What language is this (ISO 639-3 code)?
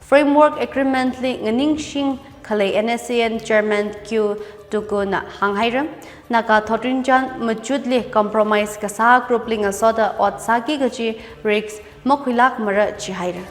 nmf